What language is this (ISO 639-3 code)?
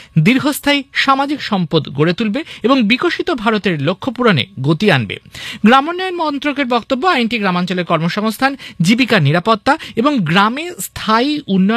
ben